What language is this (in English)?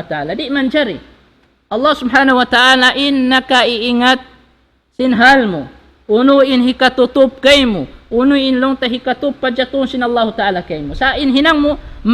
Tausug